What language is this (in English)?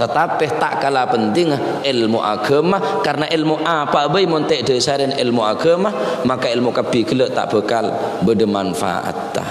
Madurese